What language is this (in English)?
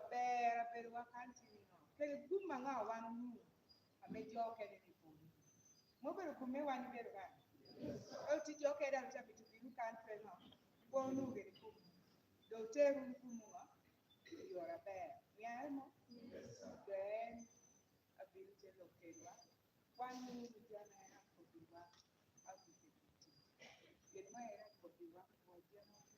Lango (Uganda)